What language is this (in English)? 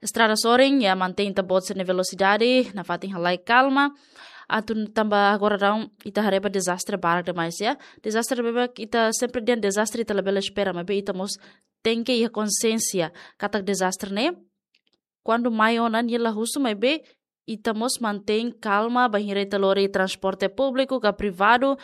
Tetum